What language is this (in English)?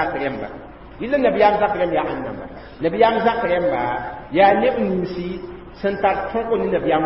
Mossi